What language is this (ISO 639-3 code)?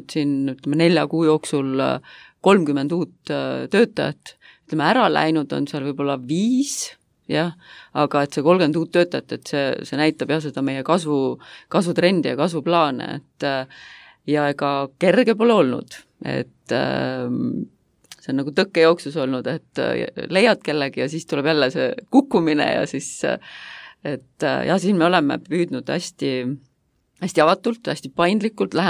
est